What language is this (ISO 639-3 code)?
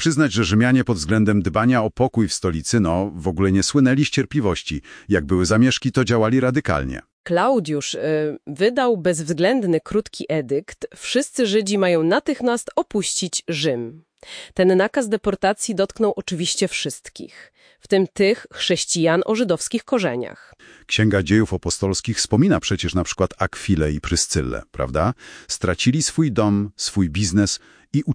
pol